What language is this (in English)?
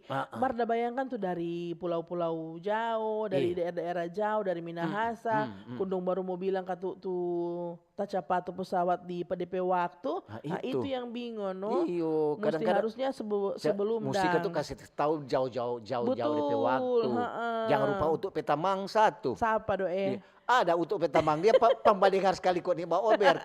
Manado Malay